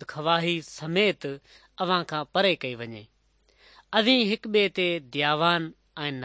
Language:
Sindhi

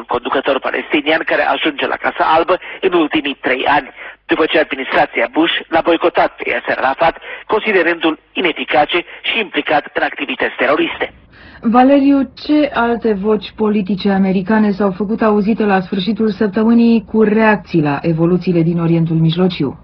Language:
Romanian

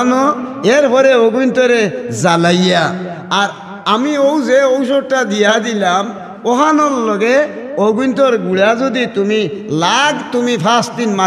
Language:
Sylheti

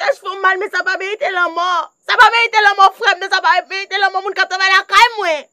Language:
Haitian Creole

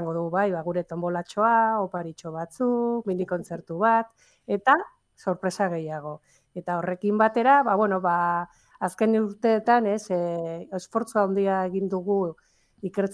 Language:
Basque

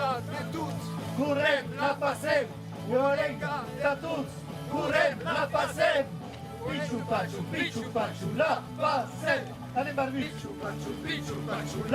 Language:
Occitan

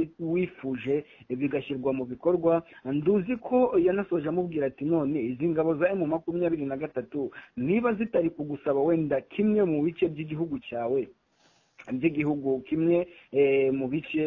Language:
Kinyarwanda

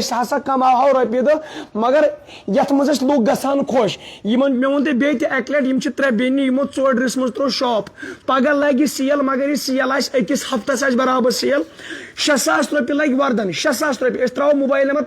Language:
Kashmiri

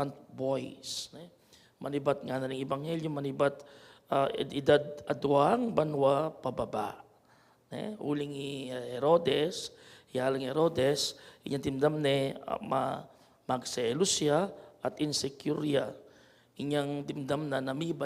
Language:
Pampanga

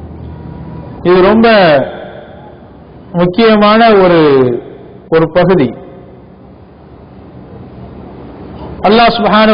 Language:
Tamil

